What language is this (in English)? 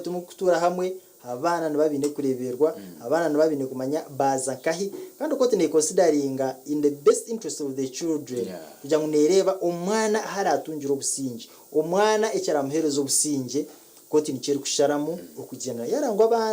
Nyankole